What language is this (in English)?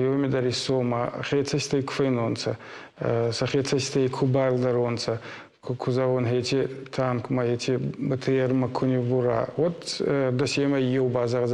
Ossetic